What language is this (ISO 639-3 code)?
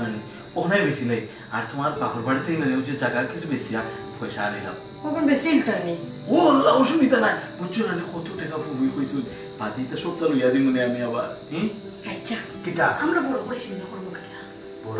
syl